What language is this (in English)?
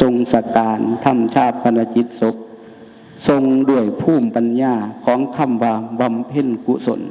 Northeastern Thai